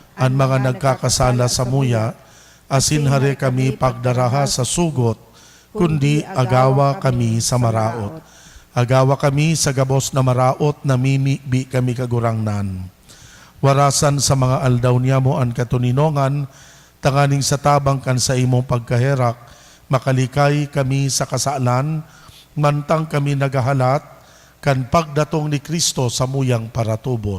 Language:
Bikol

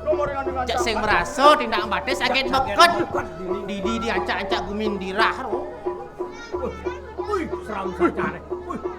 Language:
Balinese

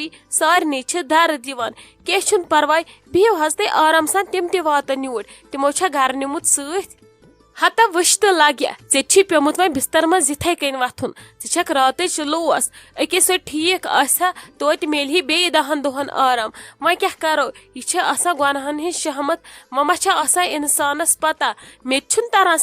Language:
Kashmiri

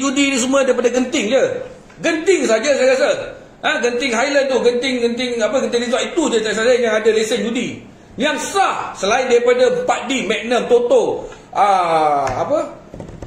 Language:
Malay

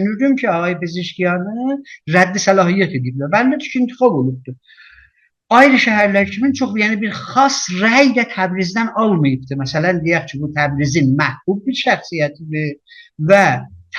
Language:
South Azerbaijani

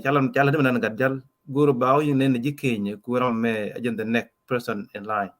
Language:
Nuer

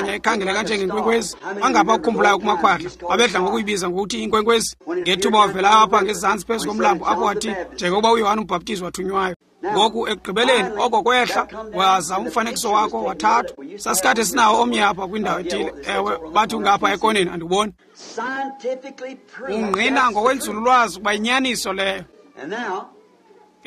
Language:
Xhosa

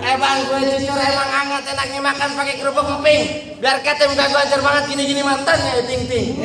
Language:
Betawi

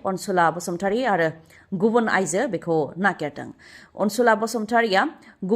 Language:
Bodo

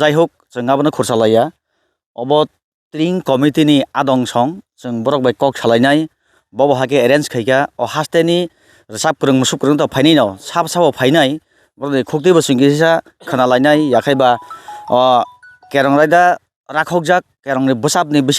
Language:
Kok Borok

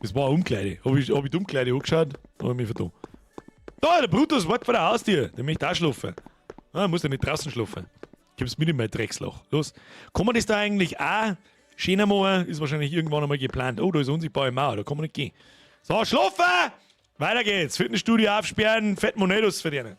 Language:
Bavarian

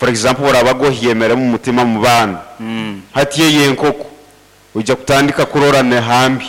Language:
Nyankole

